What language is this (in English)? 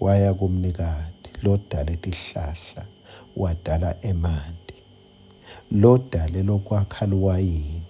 Swati